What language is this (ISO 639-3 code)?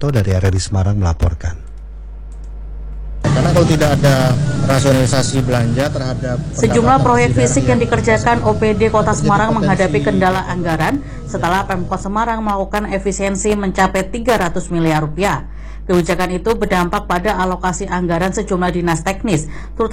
ind